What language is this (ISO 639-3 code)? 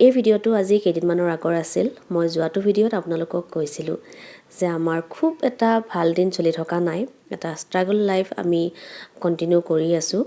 asm